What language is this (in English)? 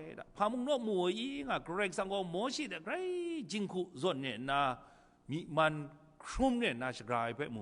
Kachin